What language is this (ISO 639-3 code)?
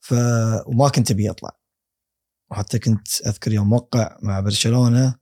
afb